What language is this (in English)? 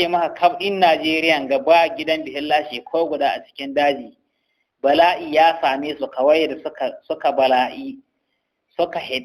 Hausa